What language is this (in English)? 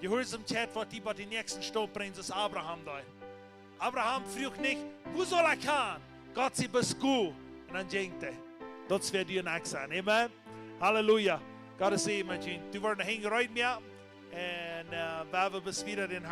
Plautdietsch